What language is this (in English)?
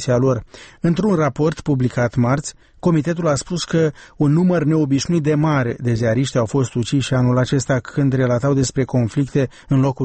Romanian